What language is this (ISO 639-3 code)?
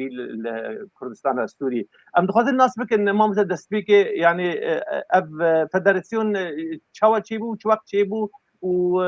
kur